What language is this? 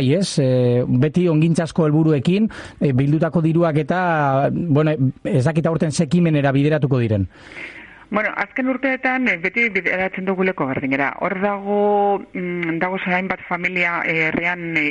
Basque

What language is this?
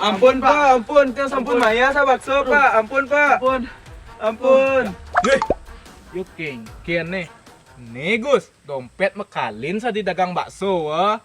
Balinese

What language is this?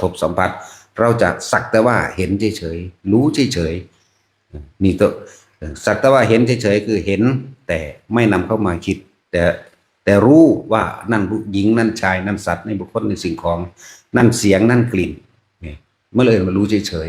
Northeastern Thai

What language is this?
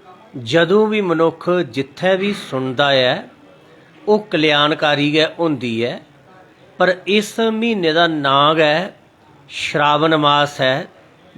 Dogri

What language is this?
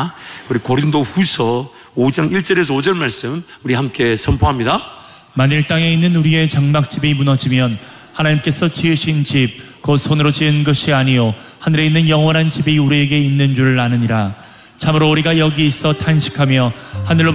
Korean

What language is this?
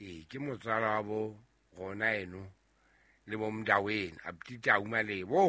Southern Sotho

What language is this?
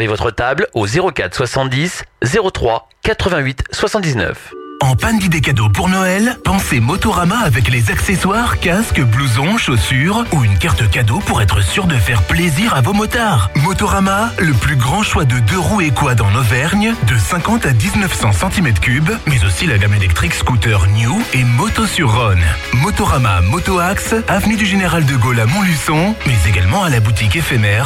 French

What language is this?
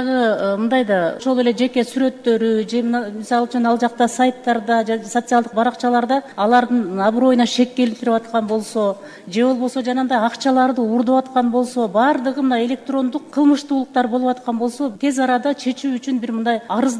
Kyrgyz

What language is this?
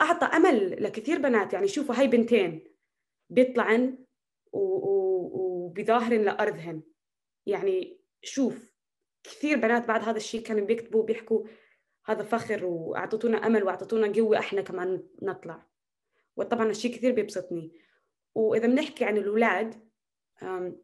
North Levantine Arabic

